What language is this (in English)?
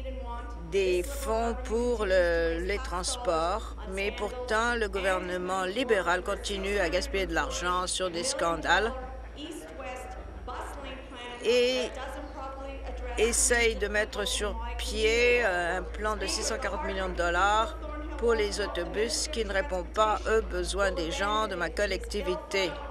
French